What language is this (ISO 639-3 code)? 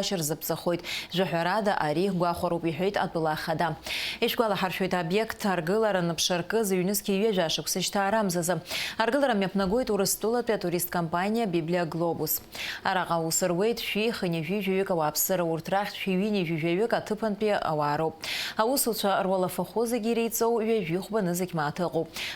abk